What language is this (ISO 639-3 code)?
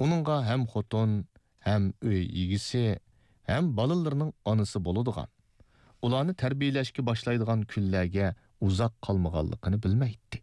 uig